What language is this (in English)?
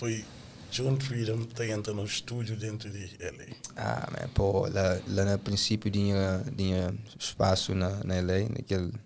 Kabuverdianu